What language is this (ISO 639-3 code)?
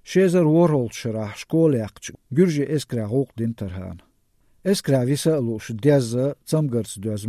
lav